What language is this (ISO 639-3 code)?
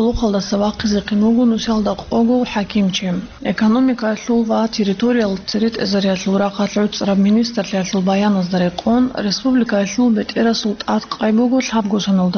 ava